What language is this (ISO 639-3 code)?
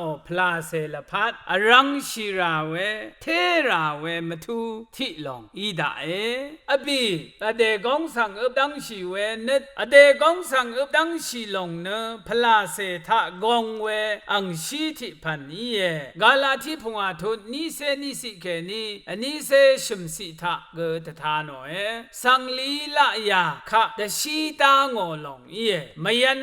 raw